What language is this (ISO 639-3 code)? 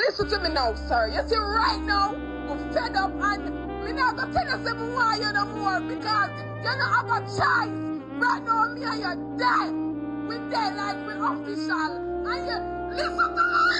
jam